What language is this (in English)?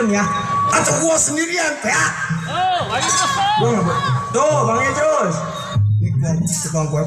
Betawi